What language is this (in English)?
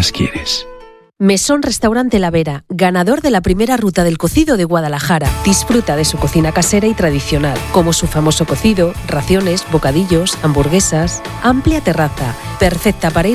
Spanish